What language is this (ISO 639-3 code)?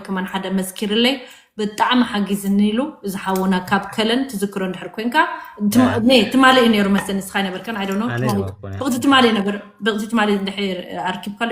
tir